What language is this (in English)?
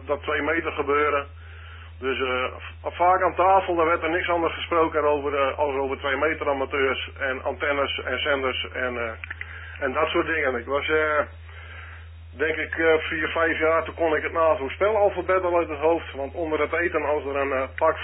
Dutch